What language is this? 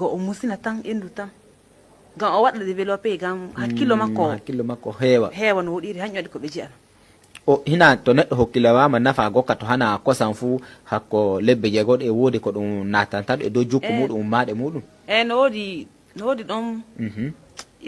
Nigerian Fulfulde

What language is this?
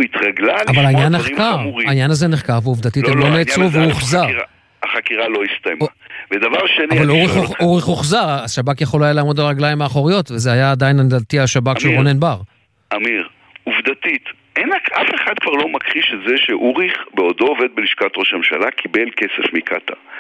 Hebrew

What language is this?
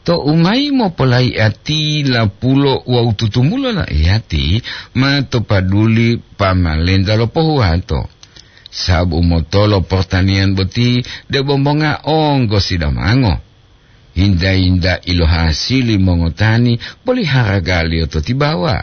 Gorontalo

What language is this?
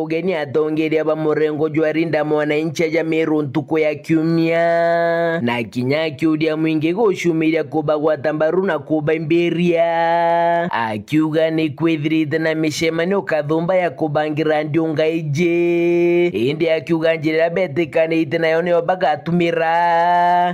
Meru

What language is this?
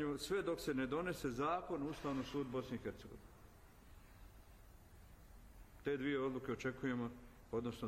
Bosnian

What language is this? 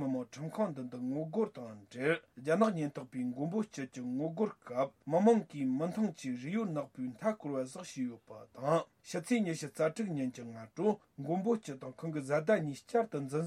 Tibetan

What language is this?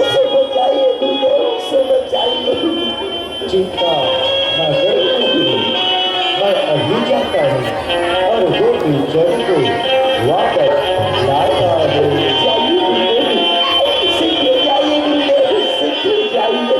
Chhattisgarhi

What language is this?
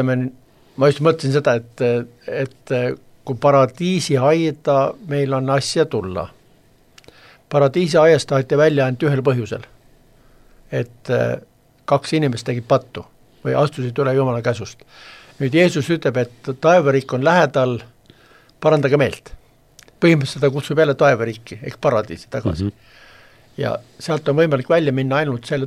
Estonian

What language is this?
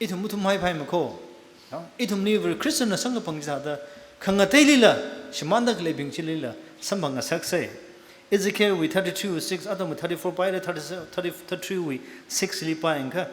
Tangkhul Naga (India)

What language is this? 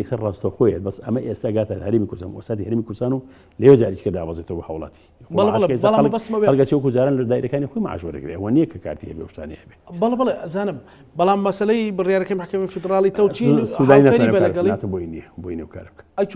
Central Kurdish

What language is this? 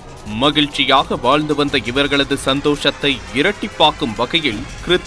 Tamil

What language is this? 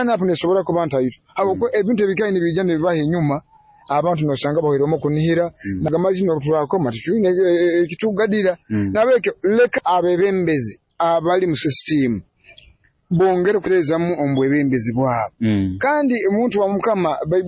Nyoro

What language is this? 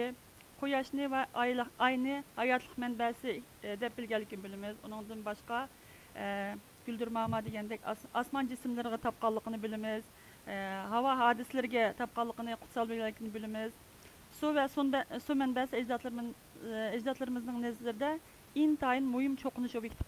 Uyghur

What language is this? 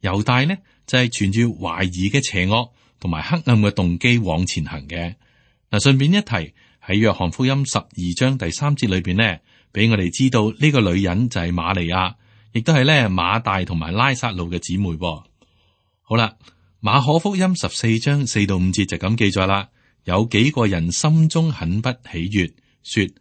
Cantonese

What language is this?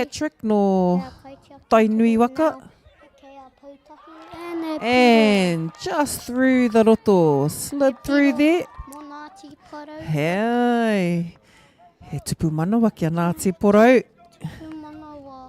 Māori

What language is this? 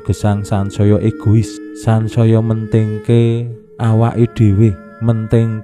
Javanese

